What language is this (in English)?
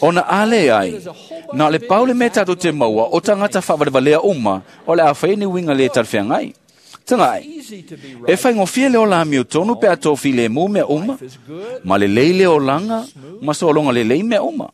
Samoan